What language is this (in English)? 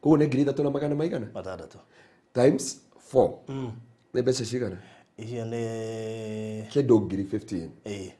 Kikuyu